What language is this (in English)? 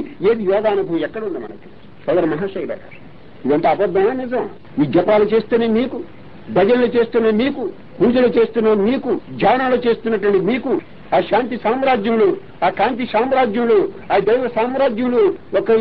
Telugu